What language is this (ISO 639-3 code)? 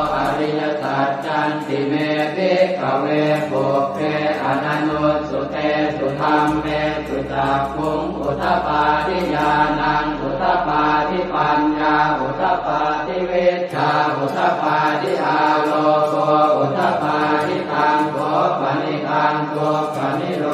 pli